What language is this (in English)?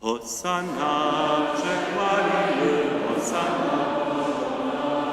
Upper Sorbian